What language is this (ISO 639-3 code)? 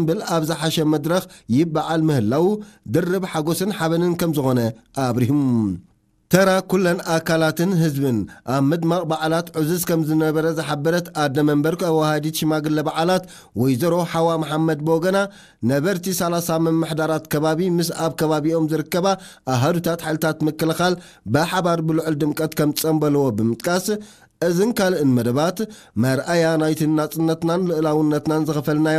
tir